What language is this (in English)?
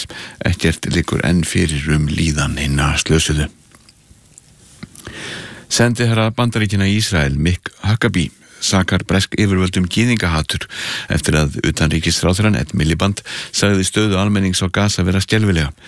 Icelandic